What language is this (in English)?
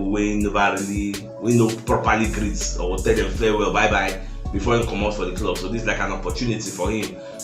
Nigerian Pidgin